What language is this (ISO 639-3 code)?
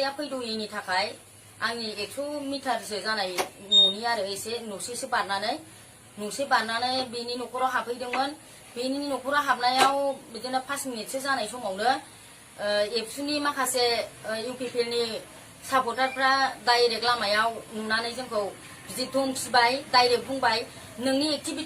brx